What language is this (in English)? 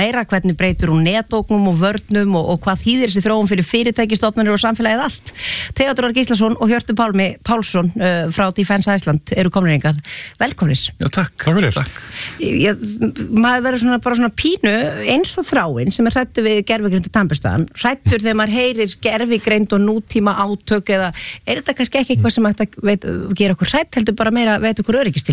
Icelandic